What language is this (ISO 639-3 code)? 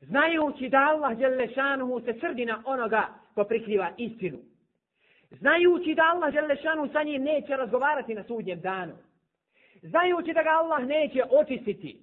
bos